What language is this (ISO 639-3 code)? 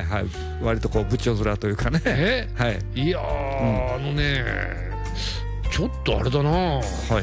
jpn